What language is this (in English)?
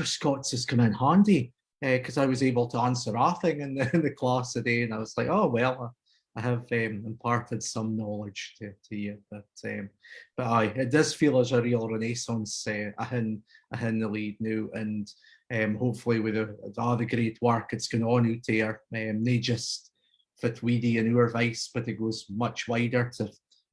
Scots